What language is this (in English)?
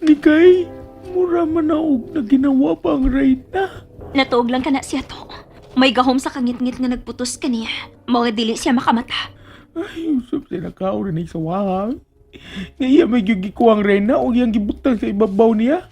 Cebuano